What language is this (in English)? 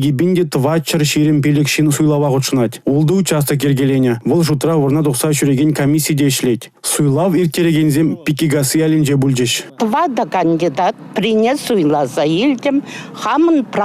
Chuvash